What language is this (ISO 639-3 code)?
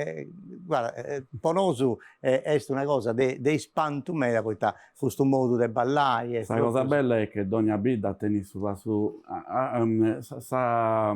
srd